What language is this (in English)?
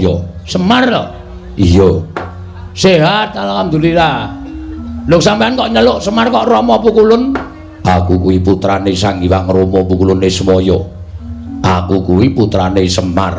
Javanese